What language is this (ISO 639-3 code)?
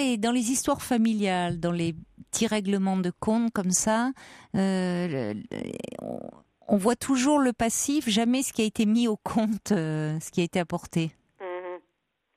fra